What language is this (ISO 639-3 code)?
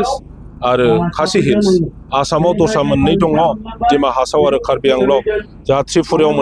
brx